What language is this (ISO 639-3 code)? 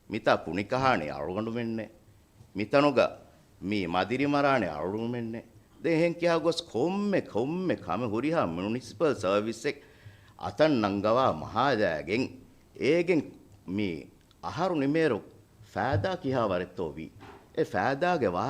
div